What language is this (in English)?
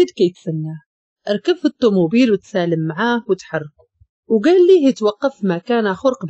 Moroccan Arabic